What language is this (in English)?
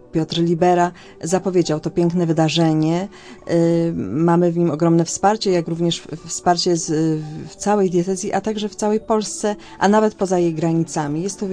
Polish